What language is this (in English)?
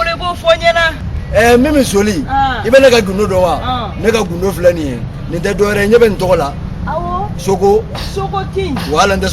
Bambara